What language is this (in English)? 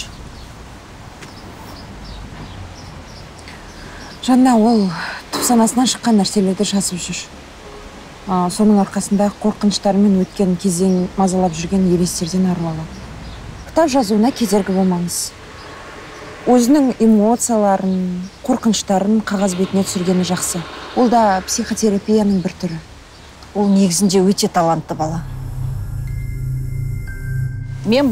Kazakh